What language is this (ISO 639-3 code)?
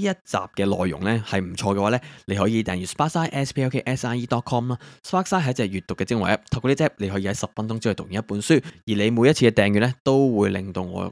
yue